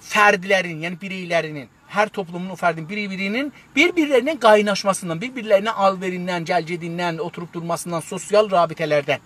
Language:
South Azerbaijani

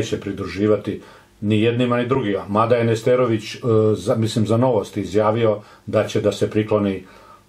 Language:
Serbian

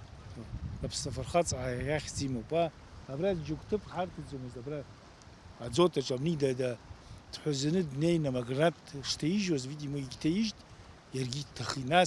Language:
Abkhazian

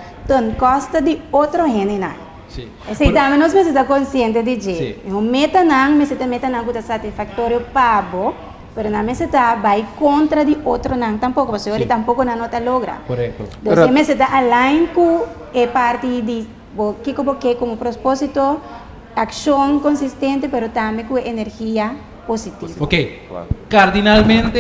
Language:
Papiamento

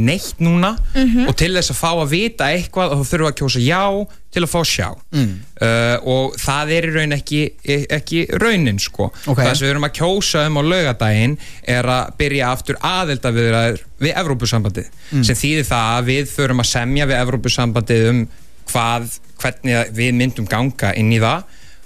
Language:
Icelandic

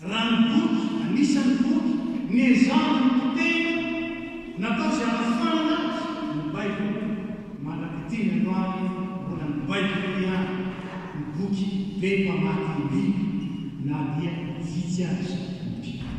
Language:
Malagasy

